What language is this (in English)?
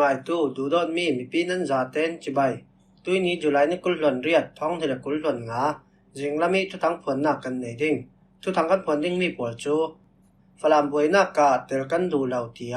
Falam Chin